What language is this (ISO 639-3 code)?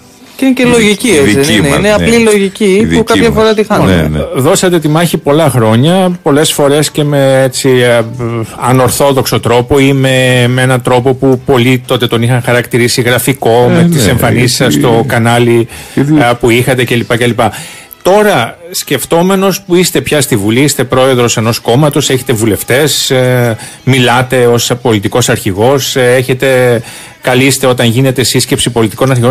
ell